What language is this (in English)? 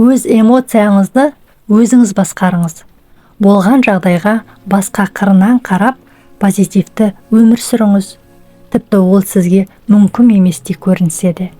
Kazakh